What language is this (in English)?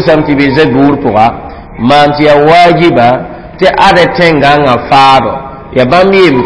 Mossi